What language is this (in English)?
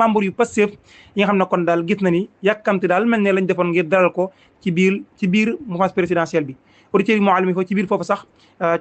Wolof